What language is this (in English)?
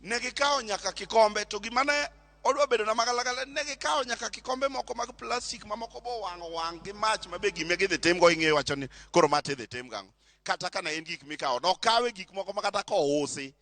Luo (Kenya and Tanzania)